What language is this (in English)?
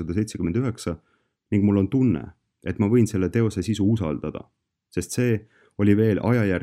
Estonian